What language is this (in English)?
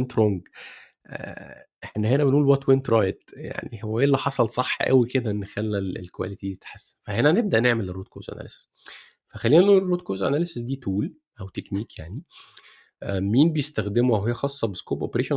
Egyptian Arabic